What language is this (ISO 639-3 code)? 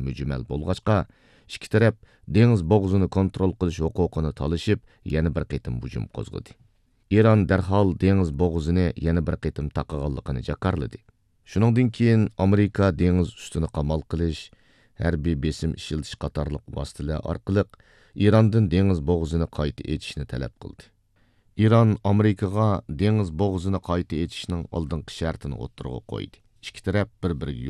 uig